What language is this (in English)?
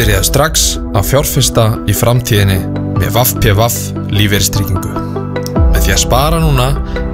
Icelandic